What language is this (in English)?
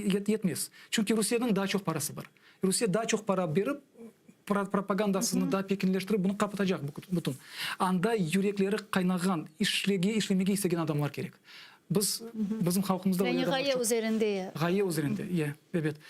Crimean Tatar